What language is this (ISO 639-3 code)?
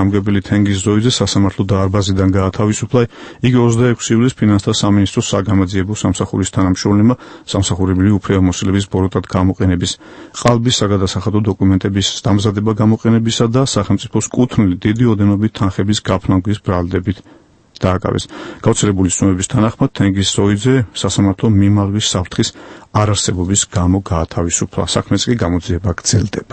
kat